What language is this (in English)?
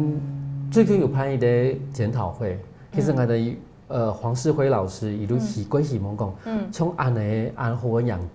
Hakka Chinese